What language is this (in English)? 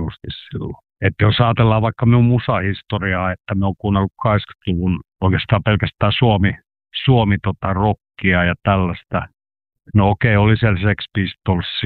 Finnish